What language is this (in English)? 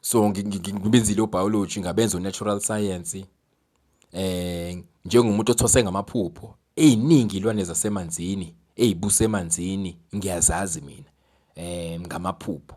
Zulu